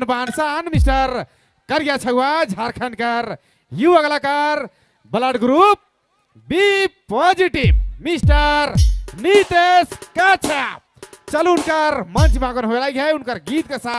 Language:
Sadri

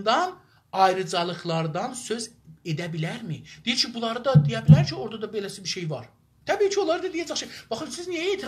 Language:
South Azerbaijani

